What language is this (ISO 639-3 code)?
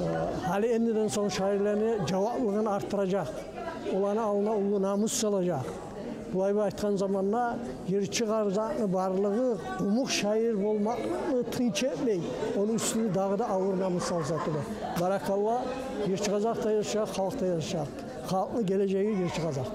kum